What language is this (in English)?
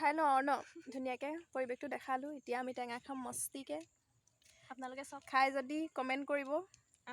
Assamese